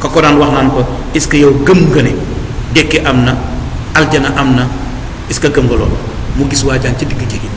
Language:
Wolof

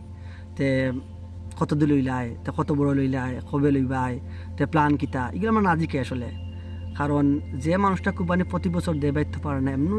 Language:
Sylheti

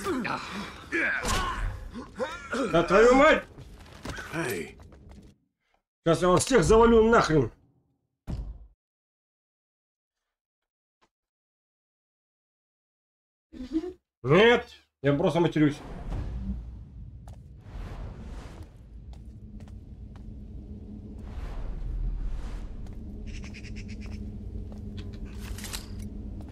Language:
Russian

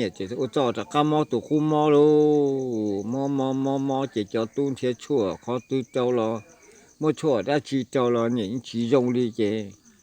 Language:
Hmong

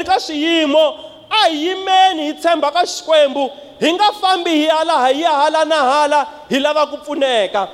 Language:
Tsonga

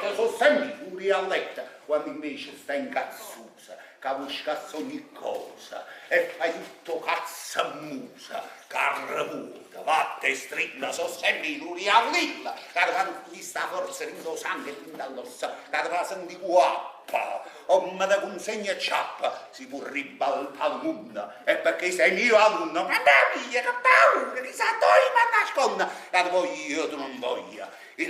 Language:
Neapolitan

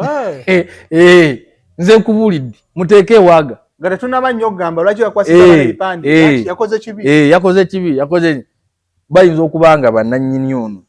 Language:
Ganda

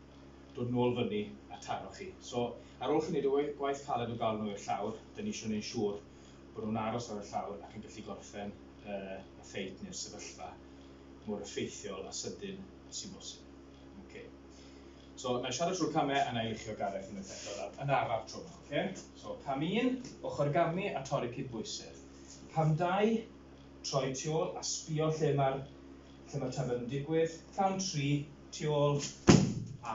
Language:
Welsh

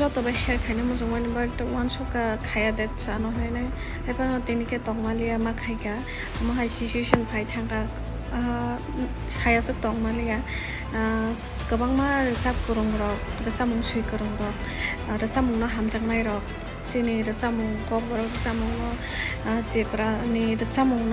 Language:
Kok Borok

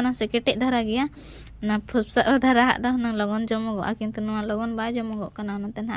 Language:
Santali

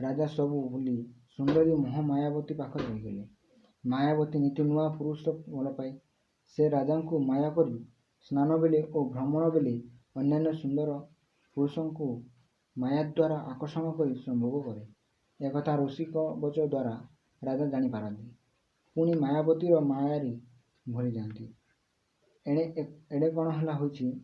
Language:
Odia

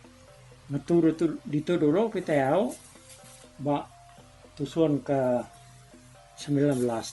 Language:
Iban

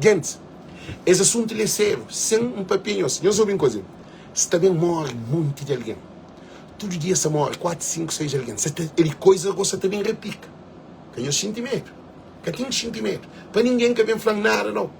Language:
Kabuverdianu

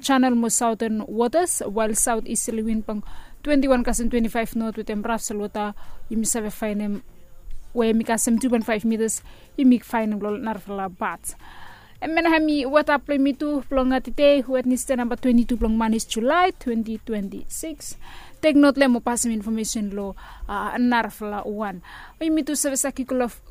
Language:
Bislama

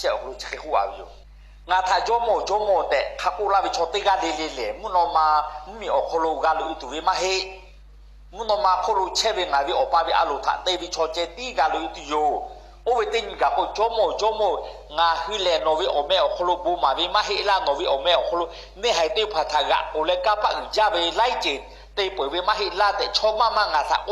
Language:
Lahu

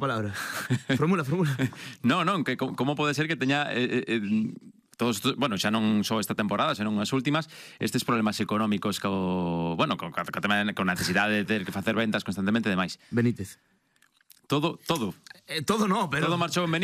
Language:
Galician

